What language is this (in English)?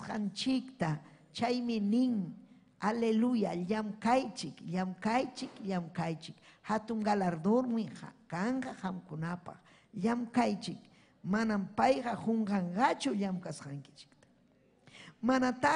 Ayacucho Quechua